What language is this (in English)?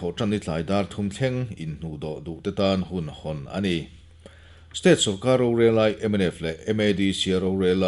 Mizo